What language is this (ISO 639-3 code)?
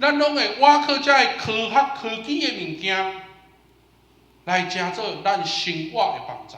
nan